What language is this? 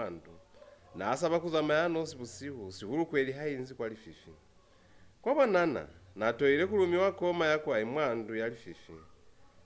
Lozi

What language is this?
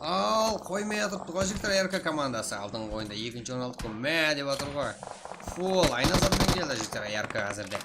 Kara-Kalpak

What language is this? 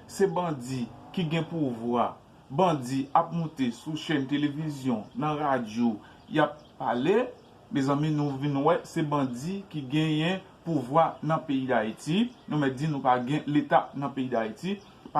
Haitian Creole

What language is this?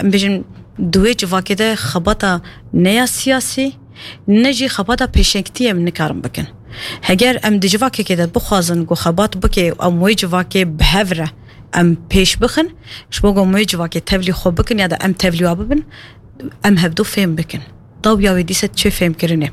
Kurdish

